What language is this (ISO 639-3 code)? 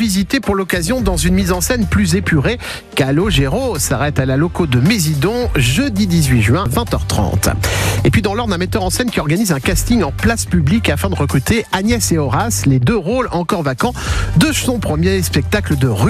fra